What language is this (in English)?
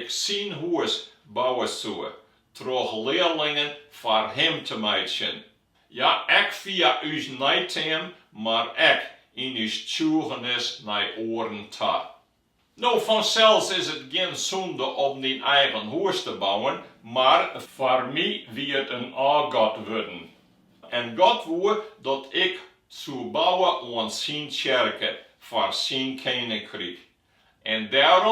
Western Frisian